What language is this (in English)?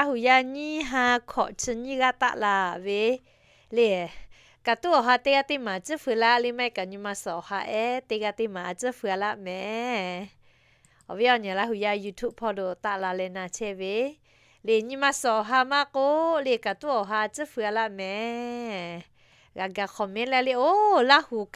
Lahu